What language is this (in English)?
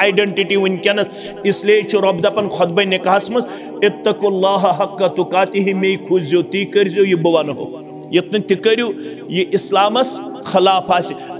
Kashmiri